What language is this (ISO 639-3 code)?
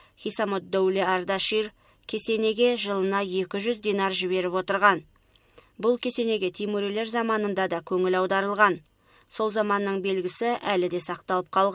kaz